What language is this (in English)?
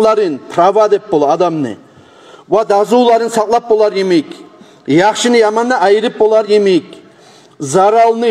Kumyk